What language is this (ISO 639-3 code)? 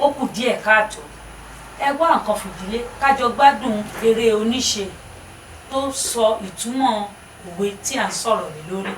yor